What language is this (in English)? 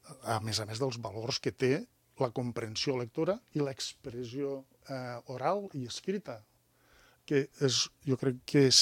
Catalan